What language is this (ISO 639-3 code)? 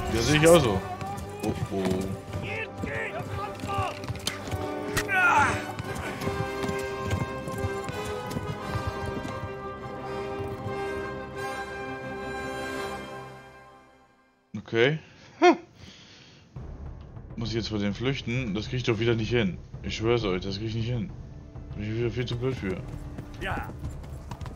deu